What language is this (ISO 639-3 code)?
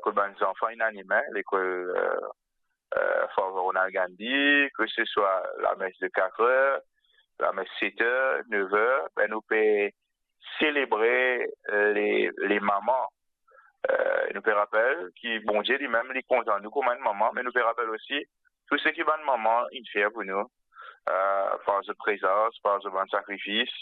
mfe